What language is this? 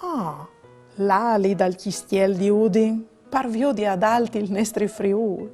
Friulian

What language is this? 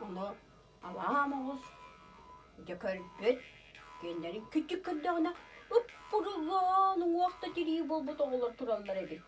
Yakut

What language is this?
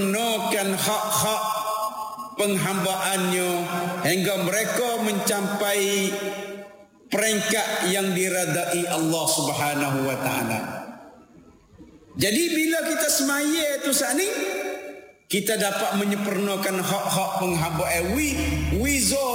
Malay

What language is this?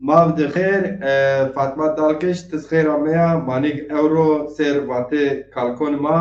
Zaza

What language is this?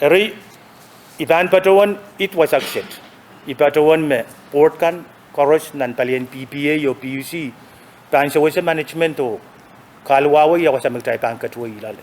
Pohnpeian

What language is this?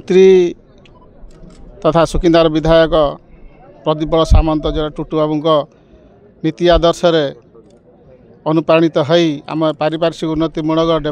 Odia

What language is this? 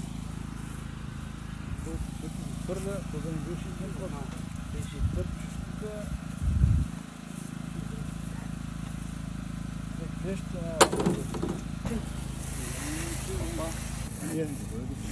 Bulgarian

